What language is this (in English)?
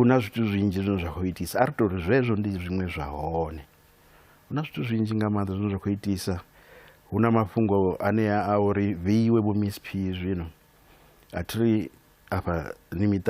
Venda